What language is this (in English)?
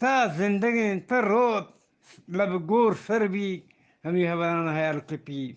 Eastern Balochi